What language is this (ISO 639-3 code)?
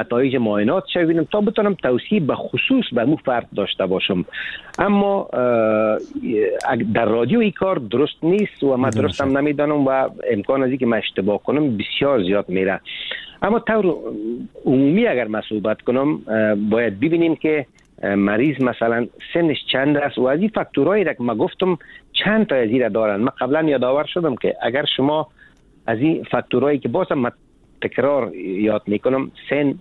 fas